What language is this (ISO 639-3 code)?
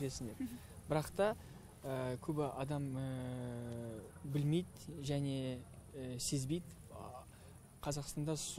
kaz